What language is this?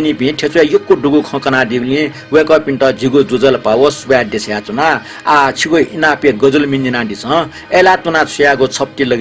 Newari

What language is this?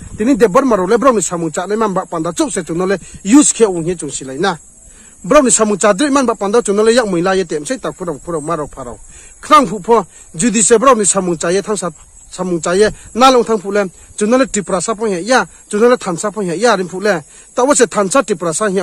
Riang (India)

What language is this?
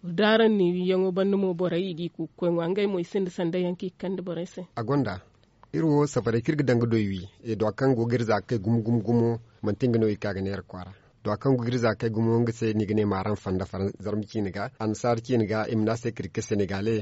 Zarma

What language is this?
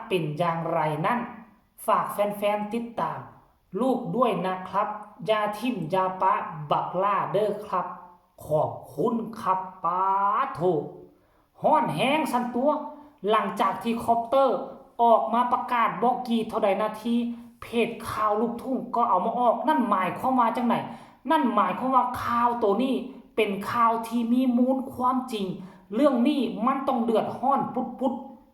Northeastern Thai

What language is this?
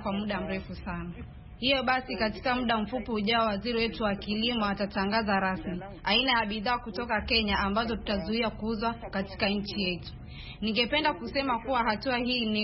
Swahili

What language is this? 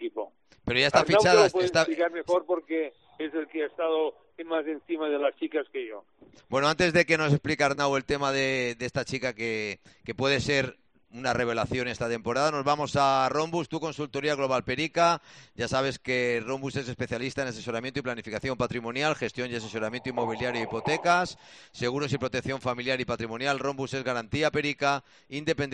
Spanish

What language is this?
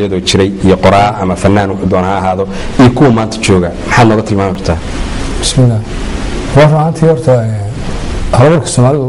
Somali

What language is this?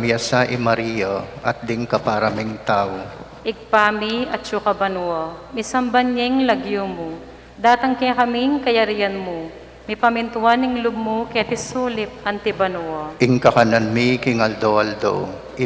Pampanga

